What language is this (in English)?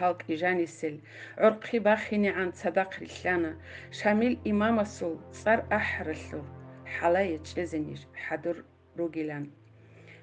Avaric